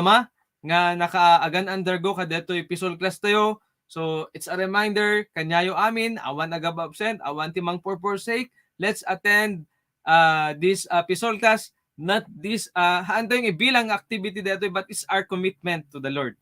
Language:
Iloko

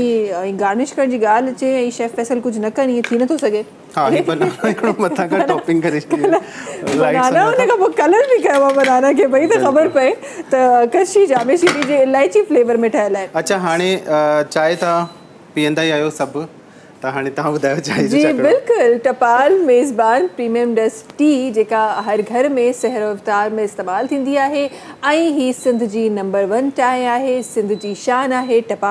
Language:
Sindhi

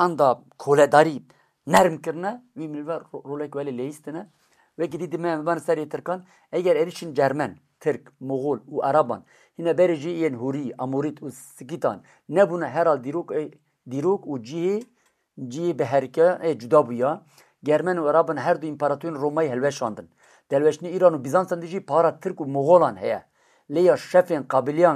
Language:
Kurdish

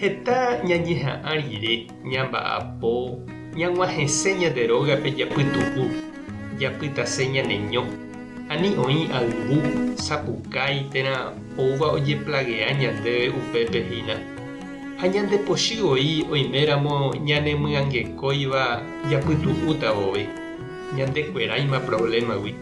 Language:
Guarani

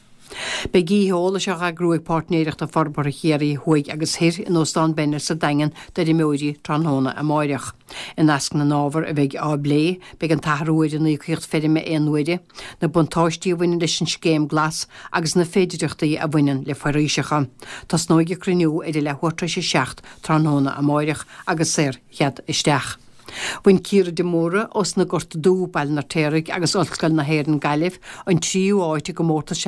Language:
Irish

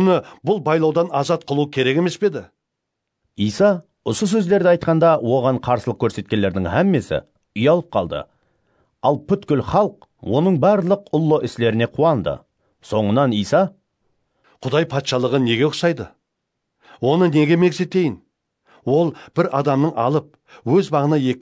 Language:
Kara-Kalpak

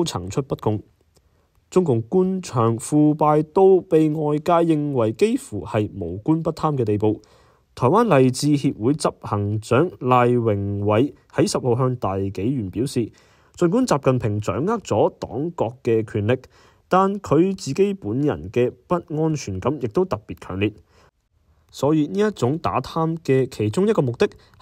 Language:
Cantonese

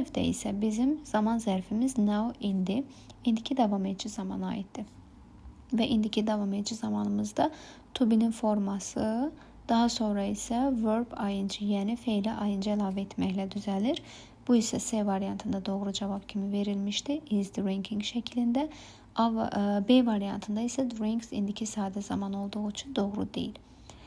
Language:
Azerbaijani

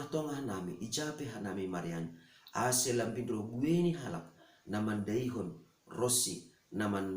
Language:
Batak Simalungun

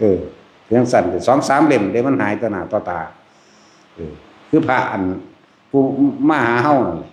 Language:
Northeastern Thai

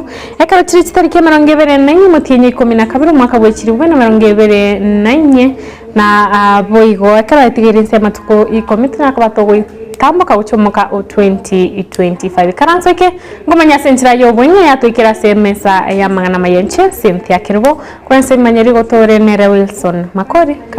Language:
Gusii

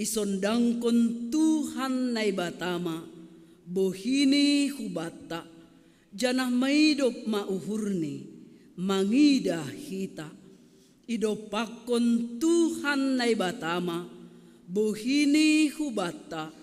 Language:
Batak Simalungun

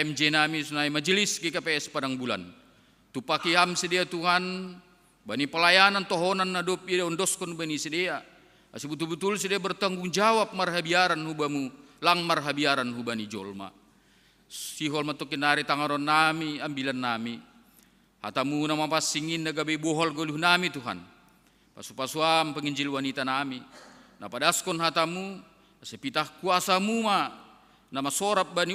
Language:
Batak Simalungun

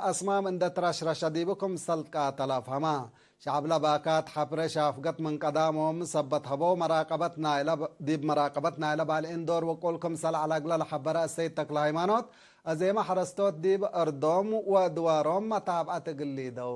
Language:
Tigre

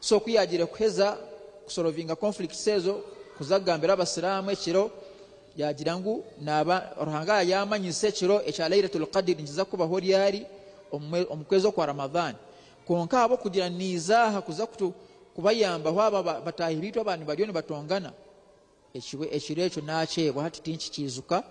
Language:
Nyankole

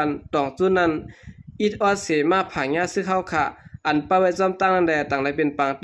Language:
Lao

